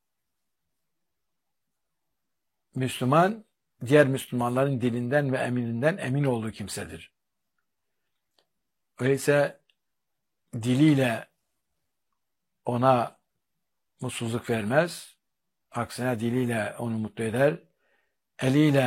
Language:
Turkish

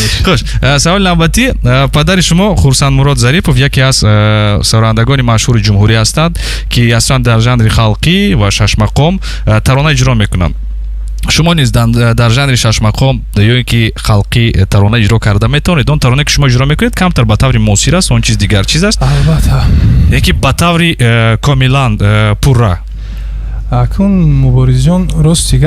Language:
Tajik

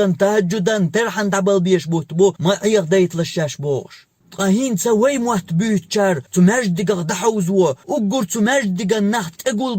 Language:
Chechen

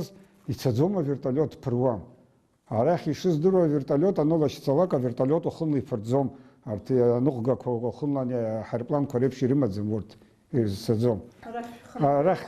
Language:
Abkhazian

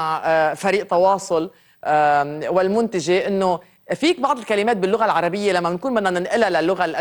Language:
North Levantine Arabic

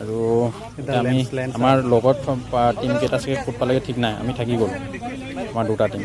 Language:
Assamese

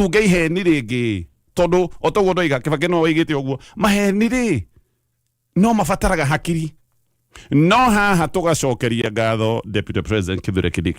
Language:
Kikuyu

